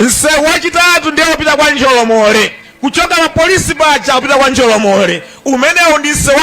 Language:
Nyanja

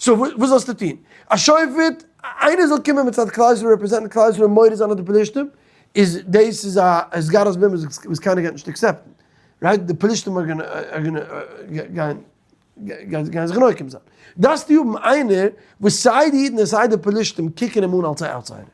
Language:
Yiddish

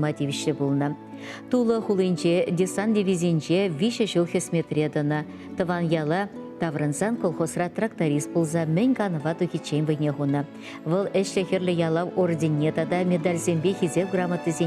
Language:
Chuvash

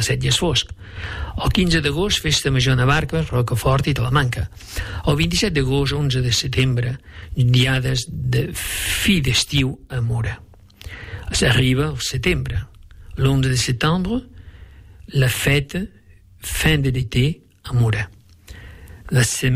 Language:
Catalan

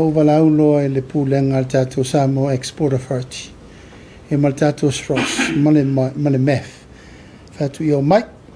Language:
Samoan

